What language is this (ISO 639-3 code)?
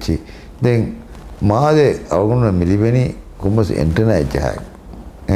div